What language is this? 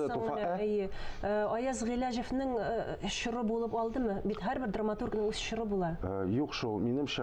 Tatar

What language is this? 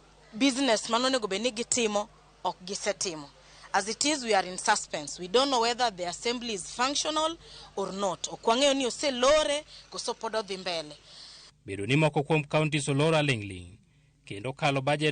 Luo (Kenya and Tanzania)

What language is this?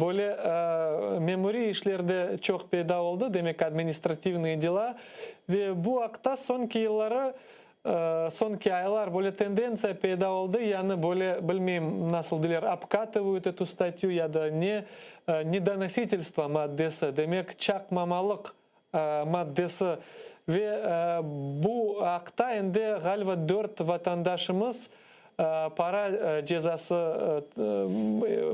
Crimean Tatar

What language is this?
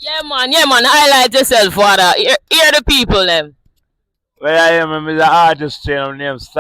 Jamaican Creole English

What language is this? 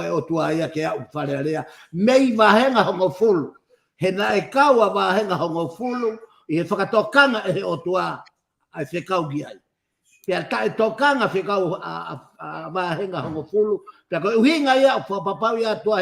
Tongan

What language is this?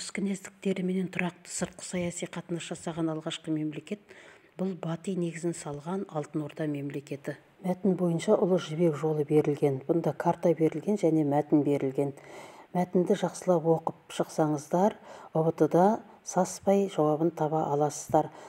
Kazakh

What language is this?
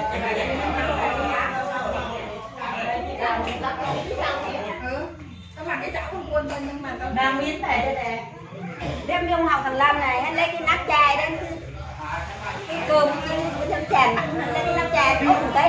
Vietnamese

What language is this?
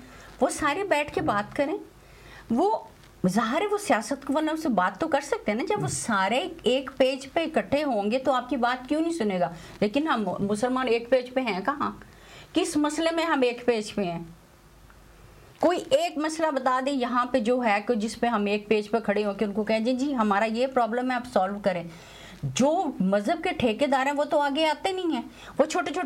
Urdu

